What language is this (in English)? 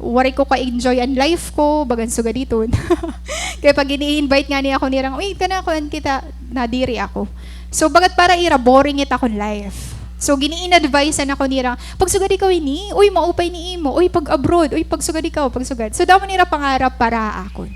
Waray